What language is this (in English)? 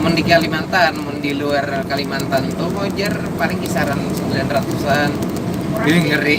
Banjar